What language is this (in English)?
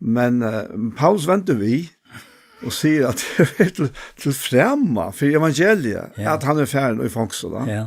Faroese